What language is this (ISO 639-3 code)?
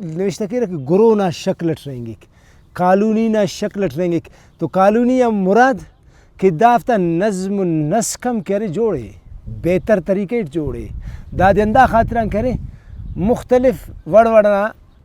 brh